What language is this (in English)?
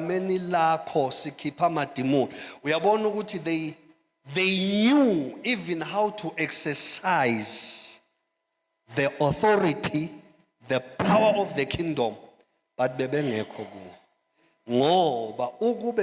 Zulu